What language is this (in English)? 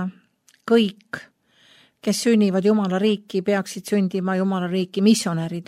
Estonian